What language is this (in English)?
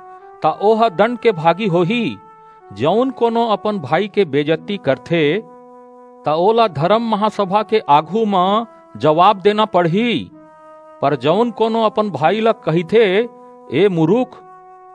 Chhattisgarhi